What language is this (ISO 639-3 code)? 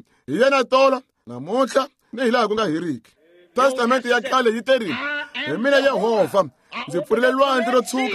tso